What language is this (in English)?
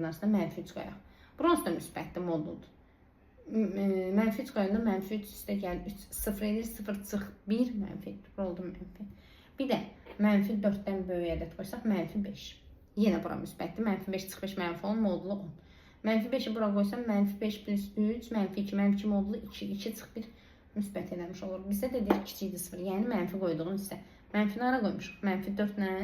Azerbaijani